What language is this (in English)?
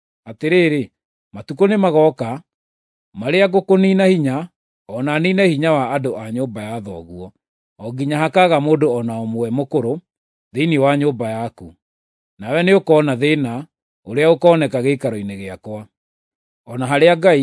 Kikuyu